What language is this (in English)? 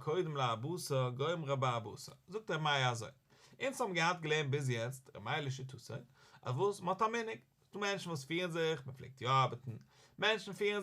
Yiddish